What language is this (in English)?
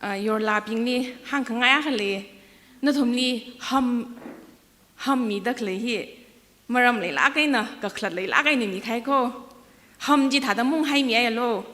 Tangkhul Naga (India)